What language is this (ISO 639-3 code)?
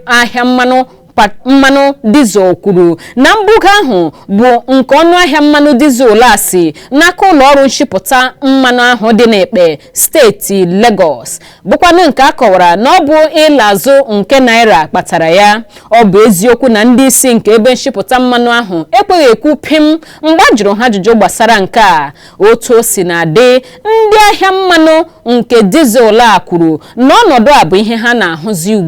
ibo